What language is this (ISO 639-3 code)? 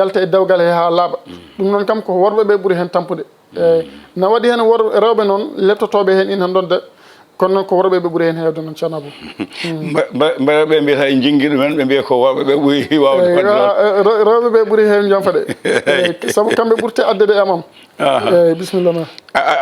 ful